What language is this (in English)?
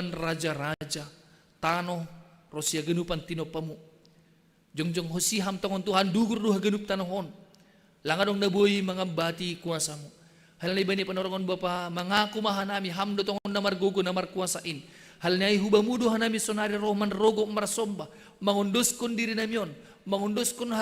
Batak Simalungun